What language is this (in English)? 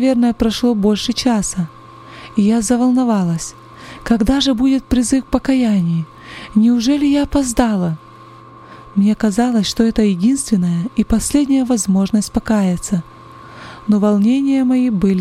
Russian